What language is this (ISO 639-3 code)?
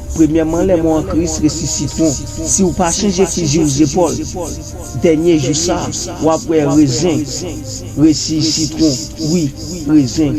hat